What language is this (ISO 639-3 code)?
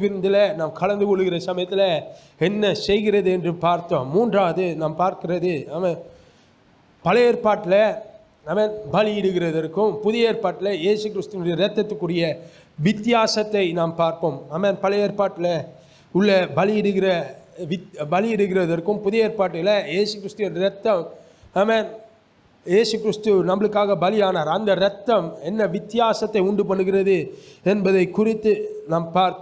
tam